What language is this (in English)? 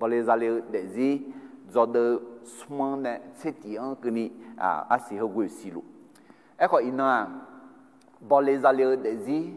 Akha